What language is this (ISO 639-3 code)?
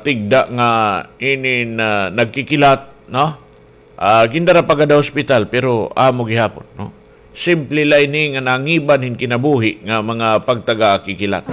war